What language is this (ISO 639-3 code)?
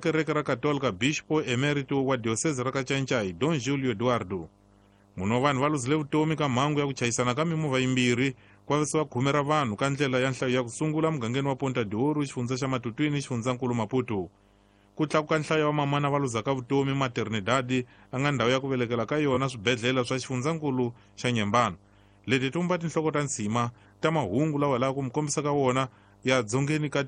tso